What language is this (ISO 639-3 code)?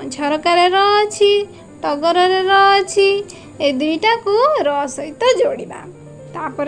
ori